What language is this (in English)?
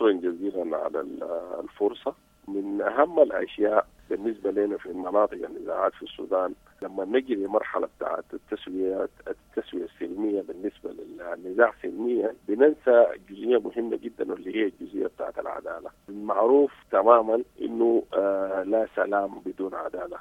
Sudanese Arabic